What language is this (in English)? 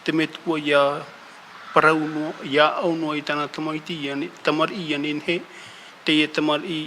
Tahitian